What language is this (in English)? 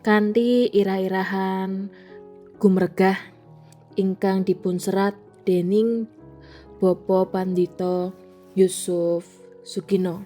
Javanese